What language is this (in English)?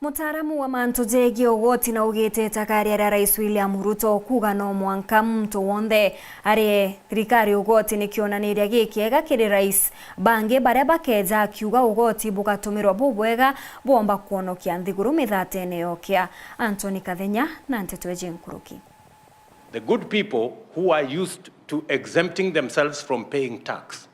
Meru